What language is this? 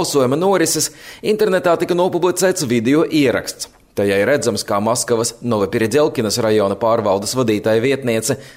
Latvian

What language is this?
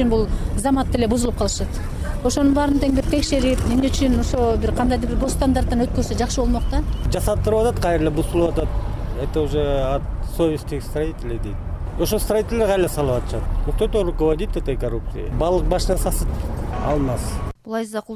Kyrgyz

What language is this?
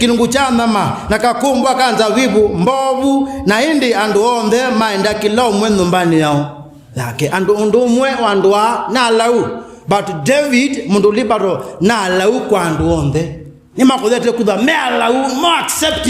Kamba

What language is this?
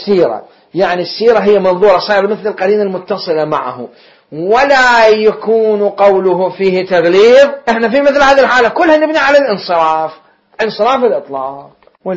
Mesopotamian Arabic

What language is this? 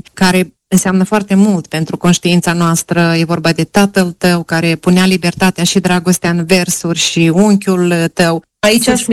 Romanian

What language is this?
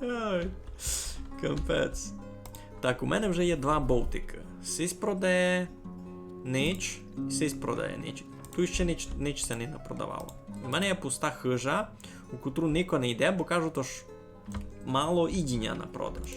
Rusyn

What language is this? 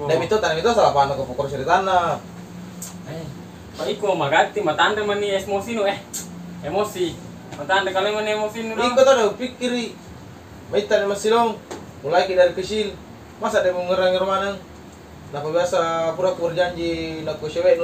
Makassar Malay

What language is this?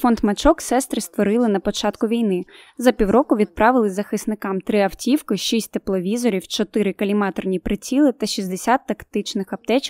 Ukrainian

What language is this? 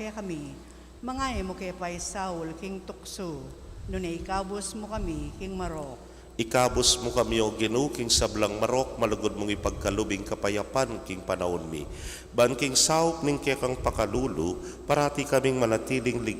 Pampanga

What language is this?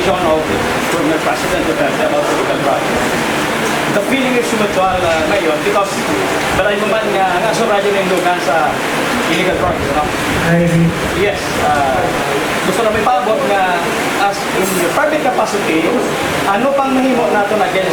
Hiligaynon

